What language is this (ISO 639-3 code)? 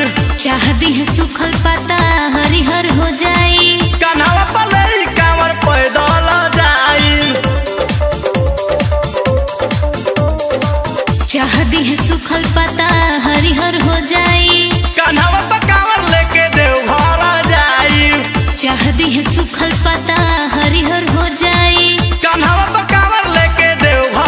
bho